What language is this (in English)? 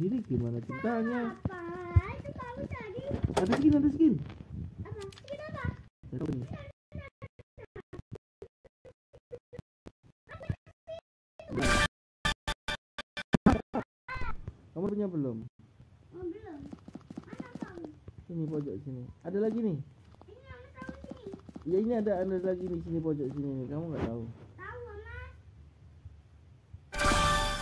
Indonesian